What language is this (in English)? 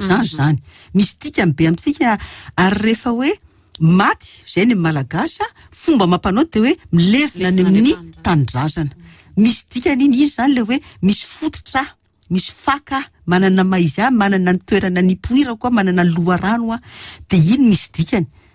Malagasy